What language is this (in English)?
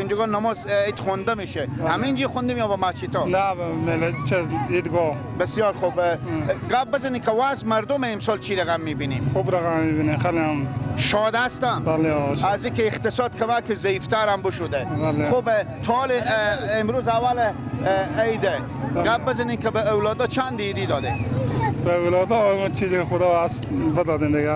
Persian